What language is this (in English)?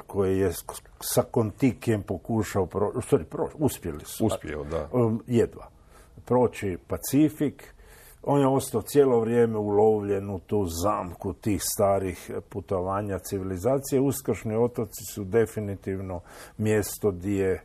Croatian